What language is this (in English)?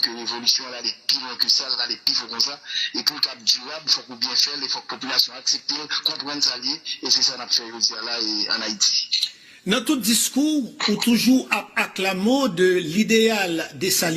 Haitian Creole